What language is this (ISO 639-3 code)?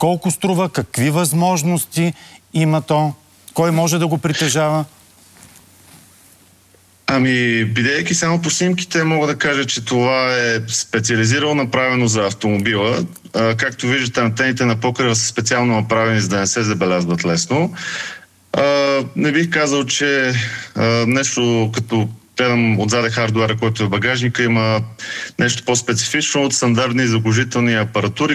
bul